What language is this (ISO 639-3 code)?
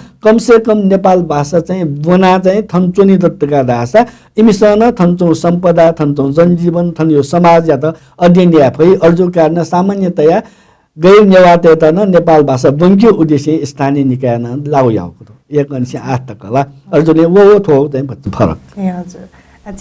new